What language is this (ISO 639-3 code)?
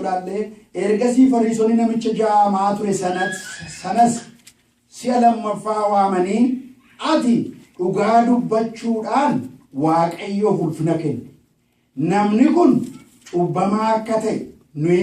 orm